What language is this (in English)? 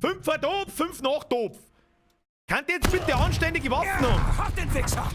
Bavarian